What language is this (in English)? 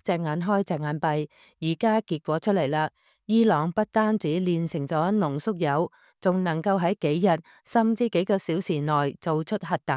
Cantonese